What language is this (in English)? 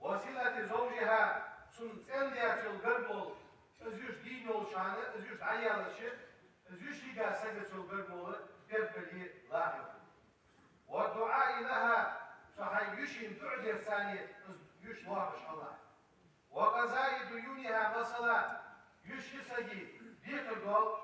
Ingush